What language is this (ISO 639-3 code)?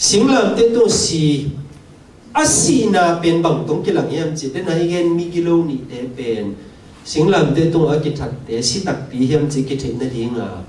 ctd